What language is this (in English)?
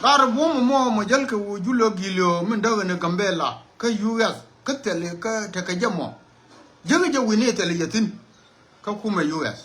Nuer